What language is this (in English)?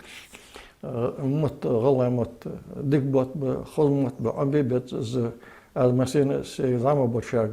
Ingush